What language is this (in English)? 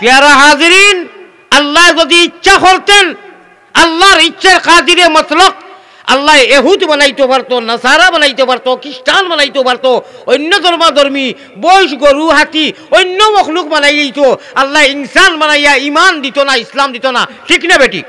Sylheti